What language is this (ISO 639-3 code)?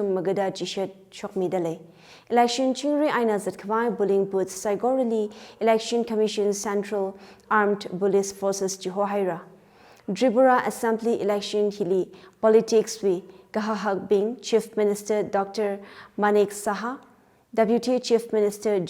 nmf